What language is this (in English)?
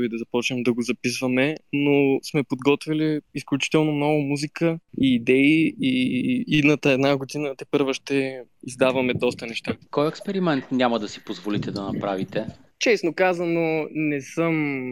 Bulgarian